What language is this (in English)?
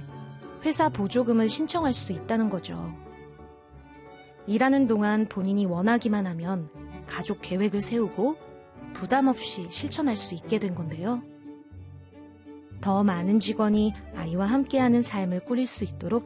Korean